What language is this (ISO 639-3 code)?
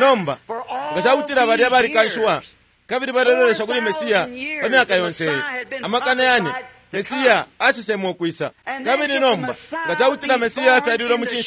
bem